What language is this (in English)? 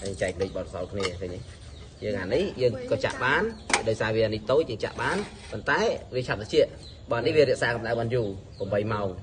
Khmer